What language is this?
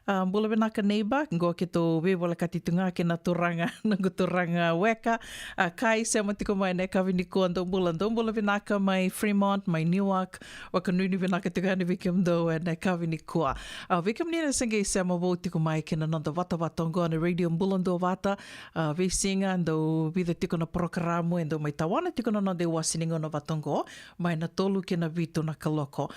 Fijian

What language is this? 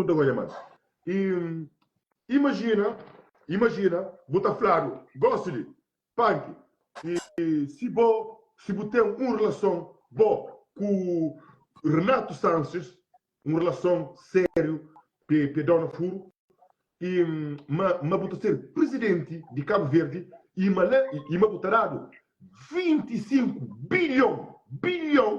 Kabuverdianu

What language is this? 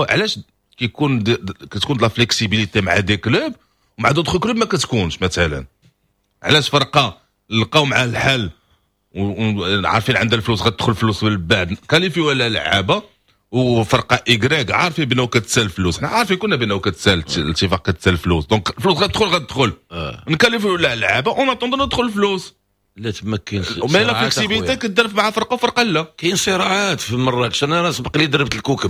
Moroccan Arabic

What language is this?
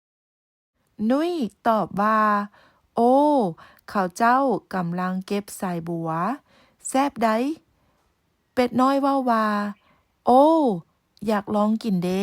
Lao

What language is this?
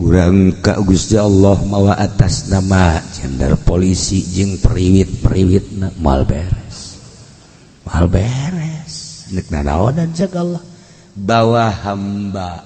Sundanese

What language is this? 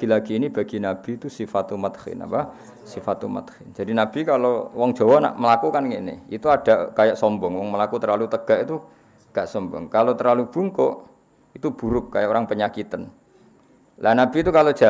Javanese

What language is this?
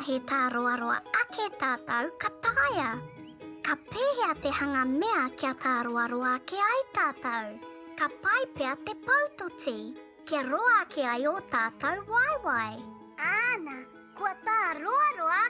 Māori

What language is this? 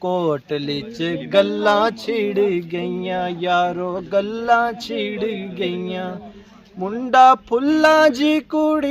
Pahari-Potwari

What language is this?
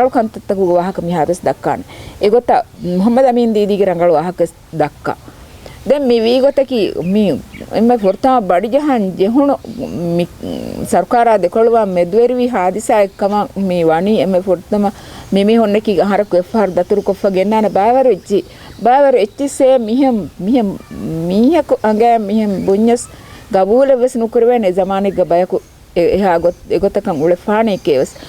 Divehi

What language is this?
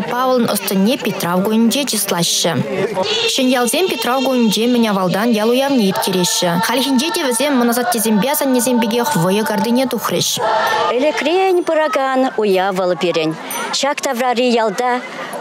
Chuvash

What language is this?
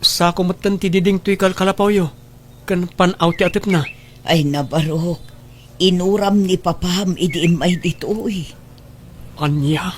Iloko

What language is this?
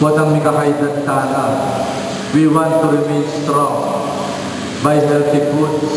Pampanga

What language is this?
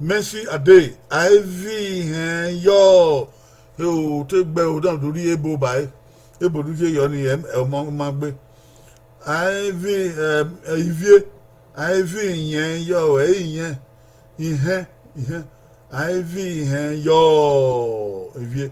Bini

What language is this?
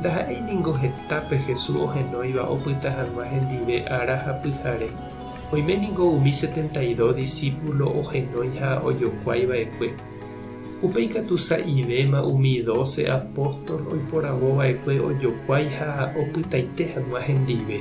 Guarani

